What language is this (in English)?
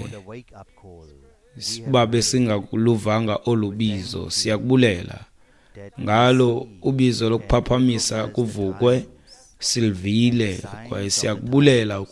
Xhosa